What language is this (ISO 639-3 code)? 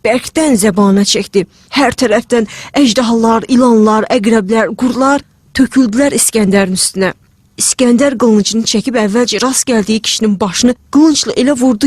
aze